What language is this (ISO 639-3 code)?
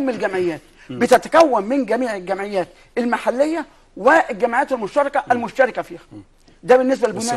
arz